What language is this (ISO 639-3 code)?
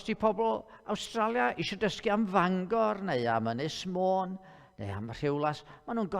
cym